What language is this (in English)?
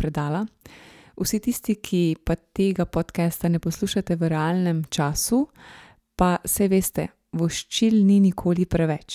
Slovenian